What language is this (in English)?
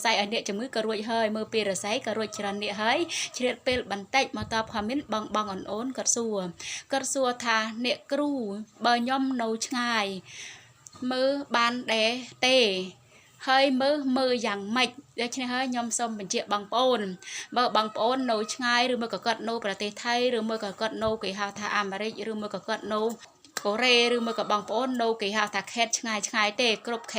Khmer